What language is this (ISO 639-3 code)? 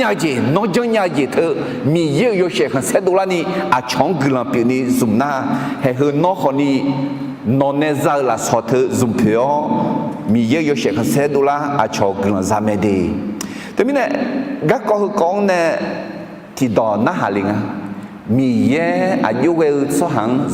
ahk